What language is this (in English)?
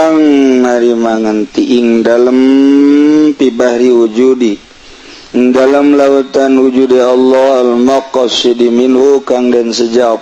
Sundanese